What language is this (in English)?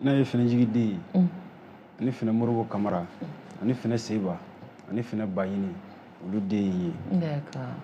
Bambara